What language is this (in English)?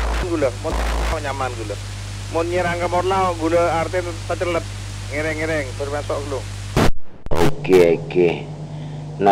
Madurese